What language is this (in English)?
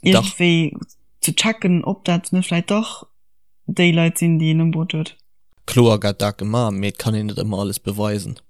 Luxembourgish